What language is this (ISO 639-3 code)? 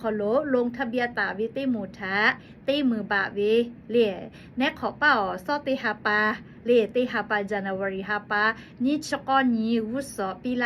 lhu